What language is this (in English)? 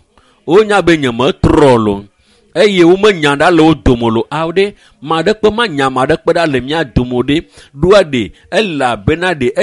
Ewe